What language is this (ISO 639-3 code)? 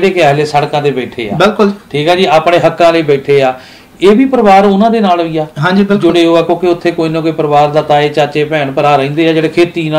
pan